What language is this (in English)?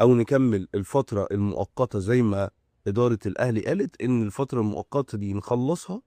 Egyptian Arabic